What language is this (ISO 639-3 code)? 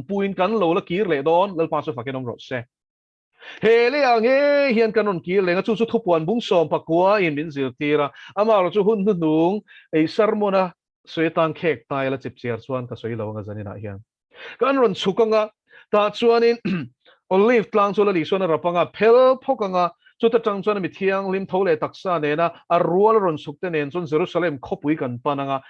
lus